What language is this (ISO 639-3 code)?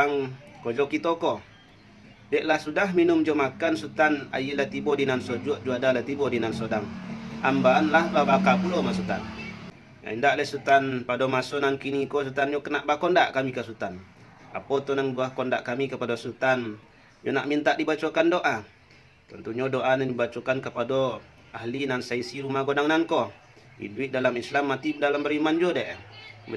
min